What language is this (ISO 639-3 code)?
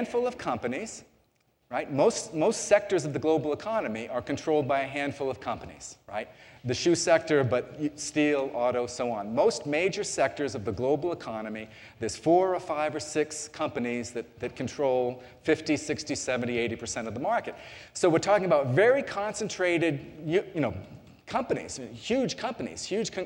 eng